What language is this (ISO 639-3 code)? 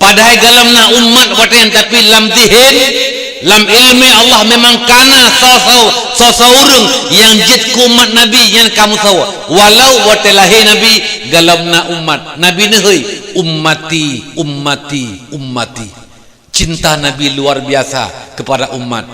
ace